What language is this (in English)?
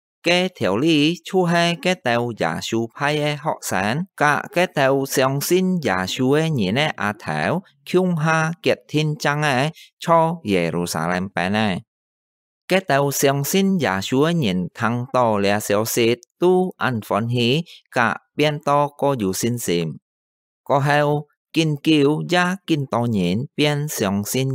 Hakka Chinese